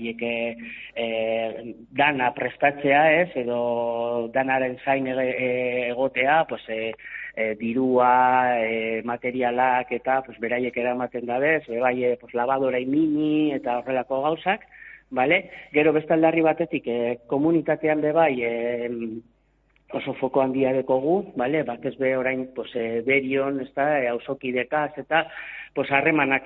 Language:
Basque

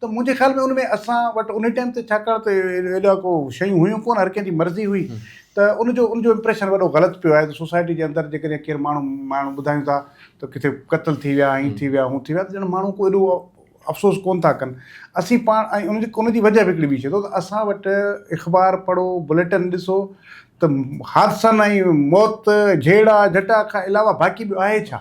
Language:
Sindhi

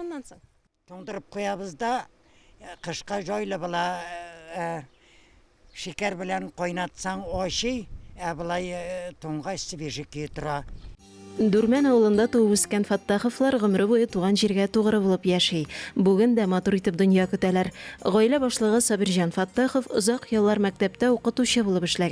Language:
Tatar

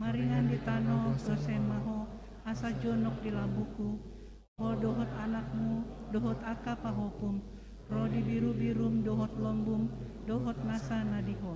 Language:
Batak Toba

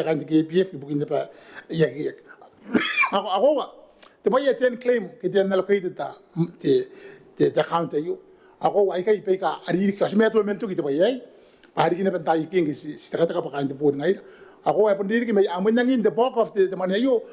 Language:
Gilbertese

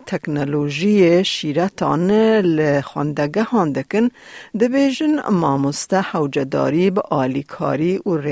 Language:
Kurdish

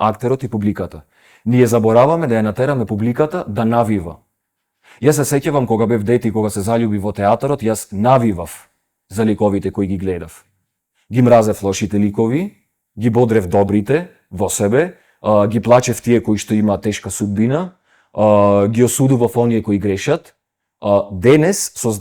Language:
Macedonian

